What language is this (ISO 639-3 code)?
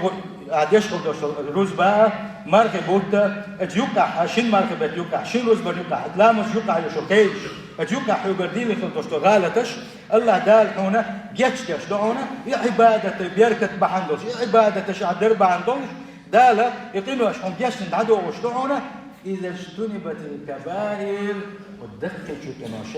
che